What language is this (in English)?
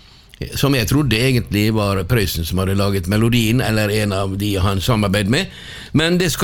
Norwegian